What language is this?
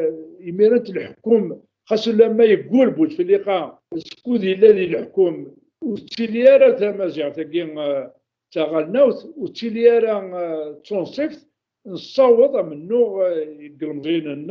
Kabyle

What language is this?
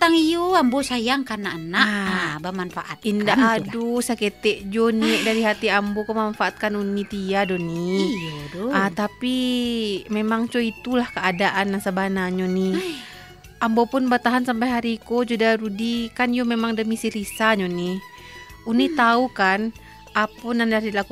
Minangkabau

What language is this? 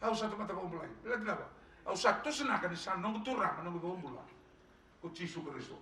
Fijian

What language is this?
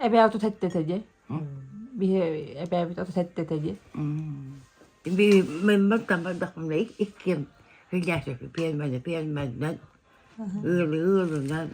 Yakut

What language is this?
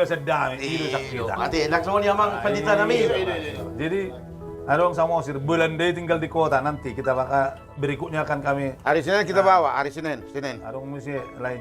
Batak Toba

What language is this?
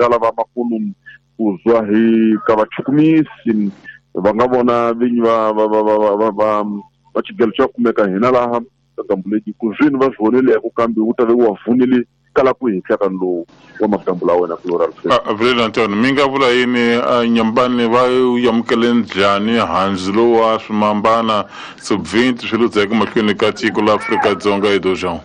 Tsonga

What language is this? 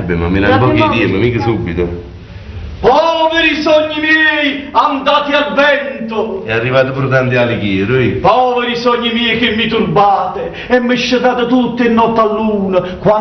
Neapolitan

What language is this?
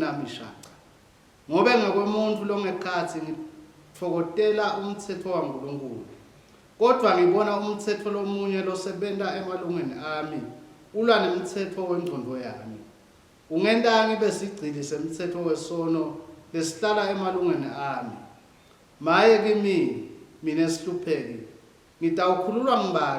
Swati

